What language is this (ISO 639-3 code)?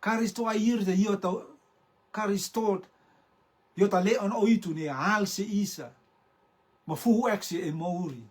rtm